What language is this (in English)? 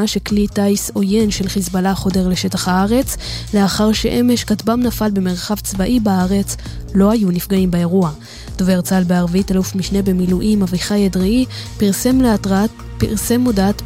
Hebrew